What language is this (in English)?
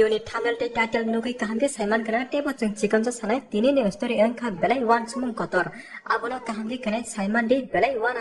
Kok Borok